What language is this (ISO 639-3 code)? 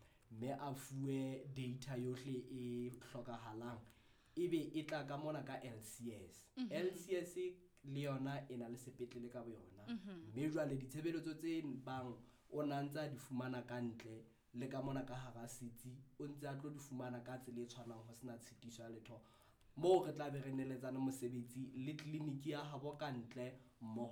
sot